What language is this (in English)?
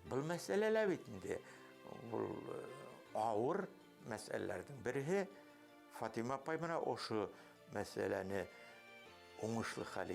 Bashkir